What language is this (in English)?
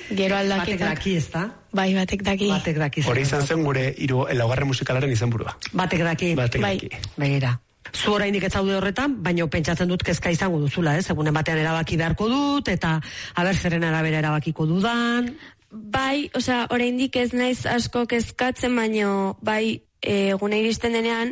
Basque